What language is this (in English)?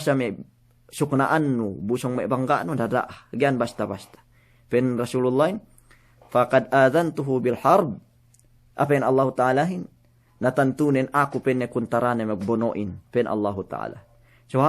Yakan